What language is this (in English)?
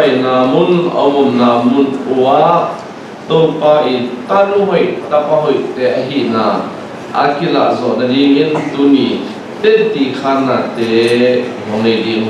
Tedim Chin